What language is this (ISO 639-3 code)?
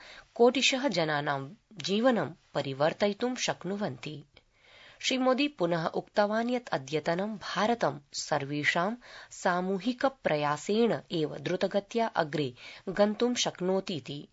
san